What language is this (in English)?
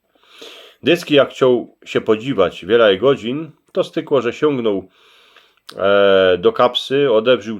Silesian